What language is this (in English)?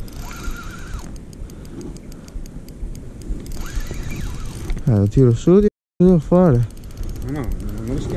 Italian